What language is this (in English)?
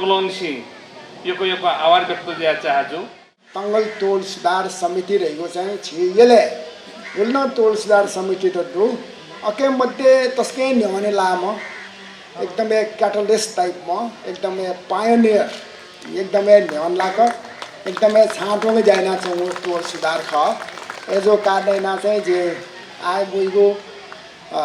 Newari